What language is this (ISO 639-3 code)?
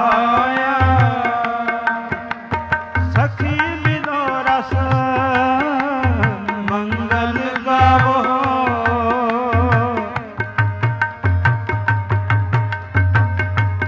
pan